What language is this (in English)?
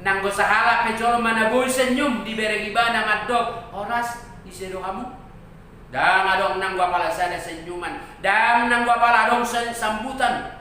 Batak Toba